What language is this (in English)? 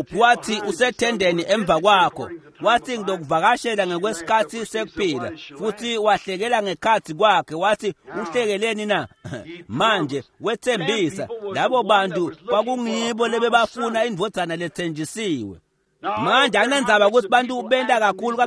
Swati